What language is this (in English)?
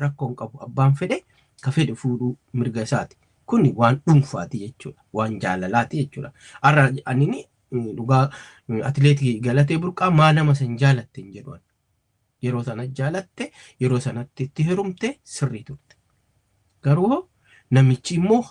Oromo